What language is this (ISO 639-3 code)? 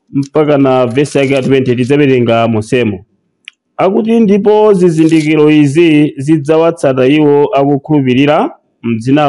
nya